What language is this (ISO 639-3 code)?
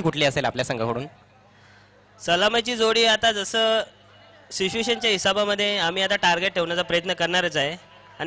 mar